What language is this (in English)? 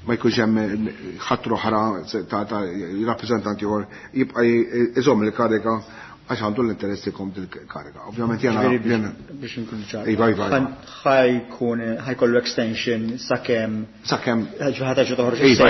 Maltese